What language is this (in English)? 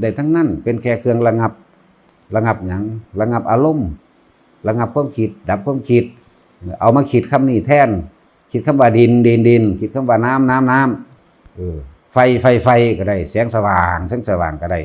Northeastern Thai